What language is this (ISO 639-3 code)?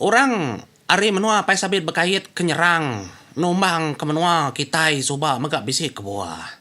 iba